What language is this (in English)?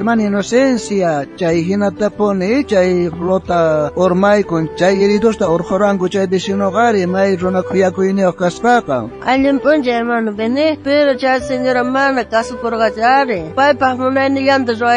South Bolivian Quechua